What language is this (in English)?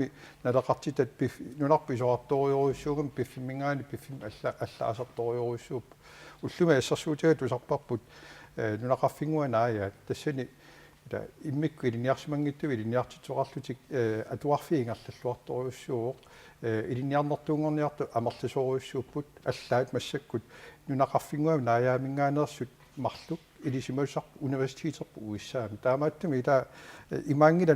Kalaallisut